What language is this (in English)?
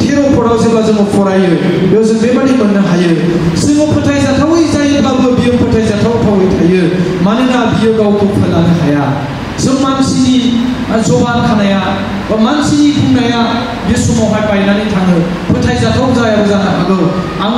Bodo